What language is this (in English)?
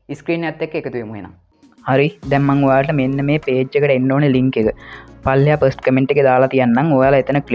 Sinhala